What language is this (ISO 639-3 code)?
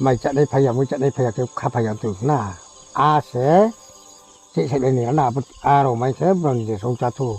ria